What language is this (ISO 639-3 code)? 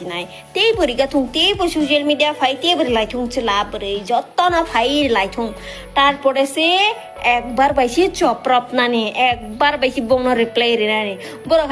trp